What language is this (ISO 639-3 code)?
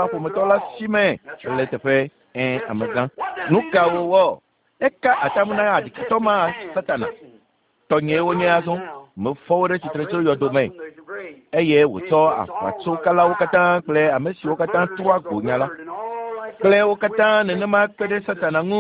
ewe